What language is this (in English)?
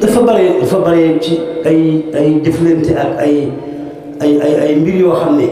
Wolof